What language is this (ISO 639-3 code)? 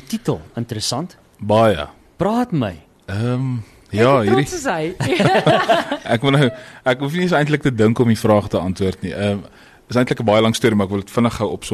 afr